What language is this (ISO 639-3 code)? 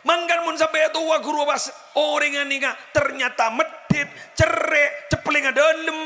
mad